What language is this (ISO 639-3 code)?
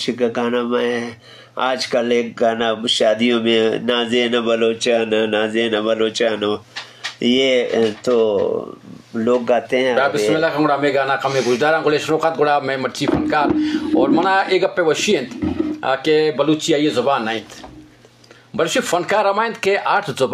bgp